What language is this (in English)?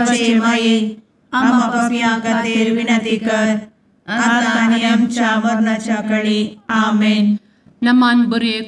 Konkani